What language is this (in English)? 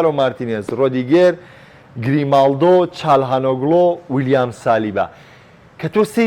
Central Kurdish